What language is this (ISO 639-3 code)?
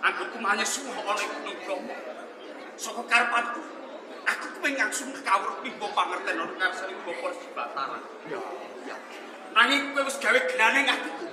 jav